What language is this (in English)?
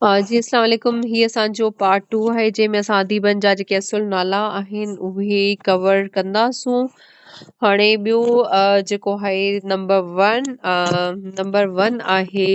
Sindhi